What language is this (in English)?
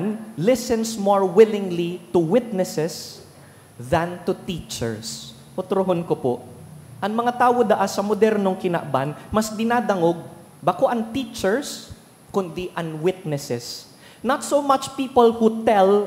Bikol